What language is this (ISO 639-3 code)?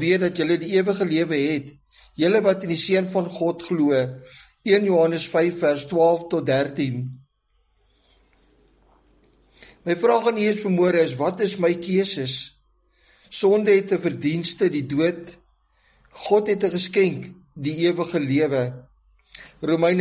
afr